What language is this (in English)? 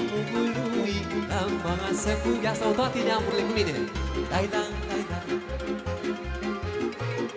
Romanian